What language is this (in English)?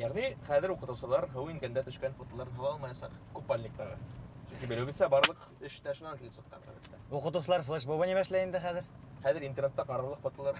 Bashkir